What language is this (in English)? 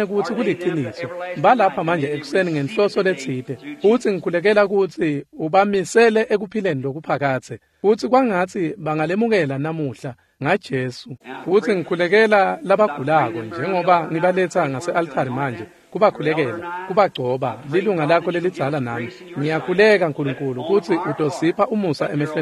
Swati